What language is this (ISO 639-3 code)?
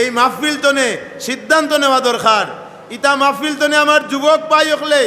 syl